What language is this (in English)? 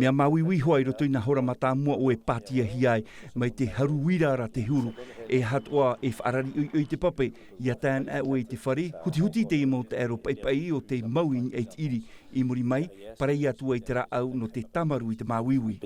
Tahitian